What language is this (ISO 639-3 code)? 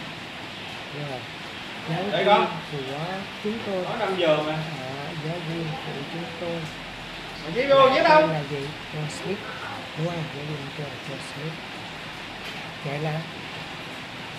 vie